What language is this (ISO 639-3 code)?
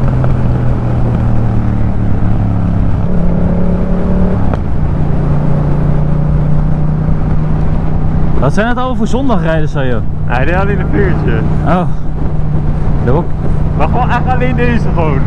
nld